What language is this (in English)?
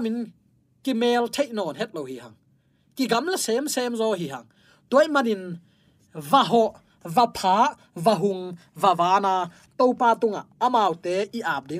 Tedim Chin